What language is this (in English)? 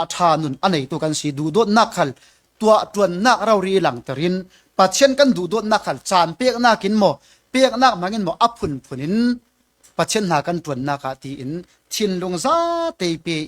Falam Chin